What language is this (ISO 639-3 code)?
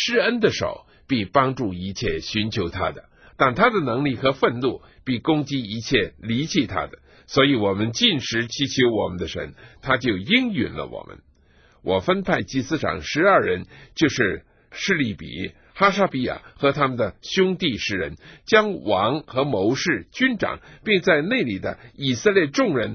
zho